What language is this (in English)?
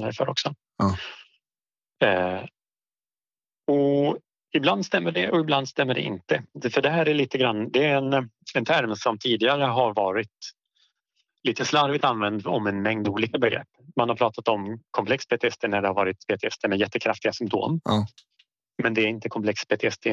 Swedish